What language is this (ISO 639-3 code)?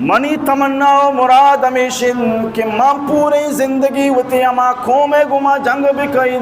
bal